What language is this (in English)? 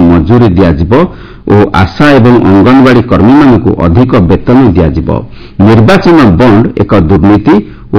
Odia